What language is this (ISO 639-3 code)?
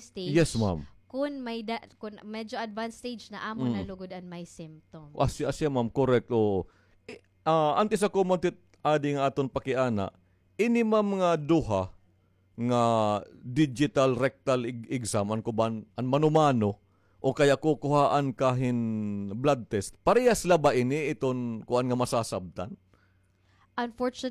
war